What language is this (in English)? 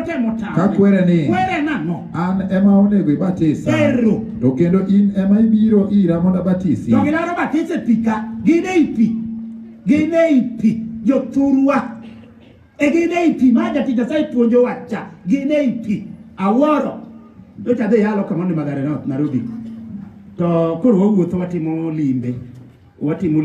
Luo (Kenya and Tanzania)